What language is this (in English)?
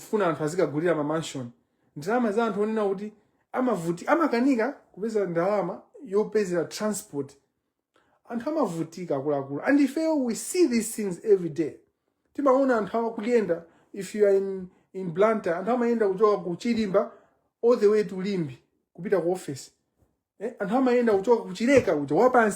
Nyanja